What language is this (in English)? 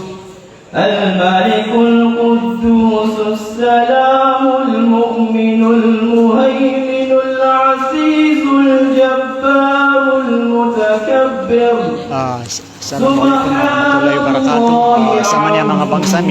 Maranao